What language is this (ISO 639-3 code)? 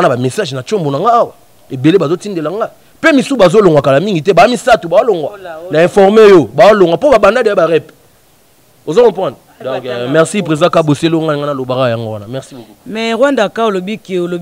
lin